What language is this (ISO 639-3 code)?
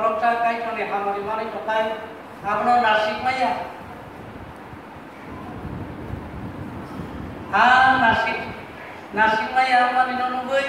ind